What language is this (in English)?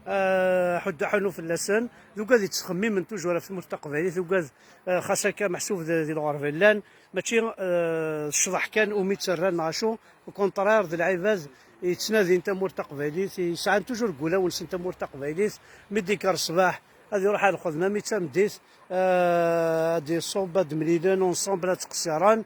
Kabyle